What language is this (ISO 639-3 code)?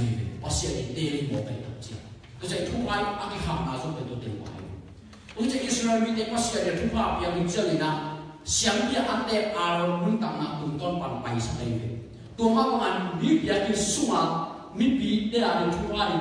ctd